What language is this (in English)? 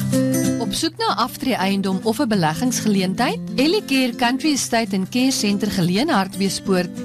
Afrikaans